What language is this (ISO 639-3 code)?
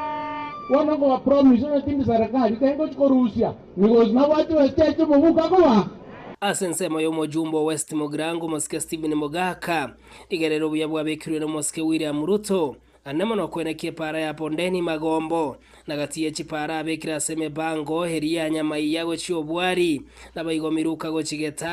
guz